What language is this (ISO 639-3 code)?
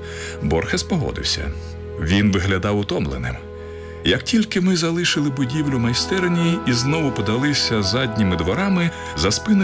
ukr